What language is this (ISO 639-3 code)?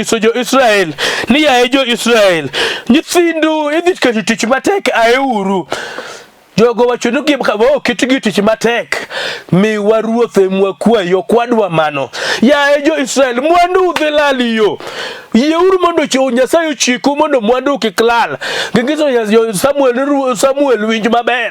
luo